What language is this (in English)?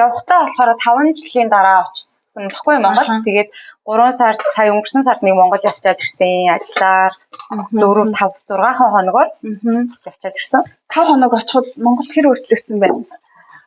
Mongolian